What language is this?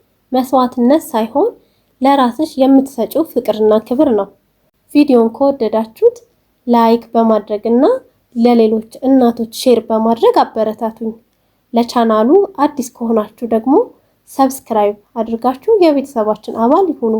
Amharic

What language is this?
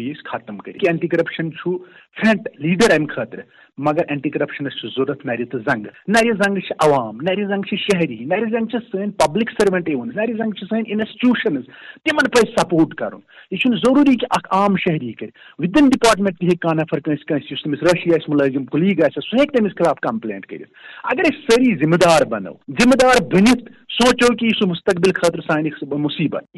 Kashmiri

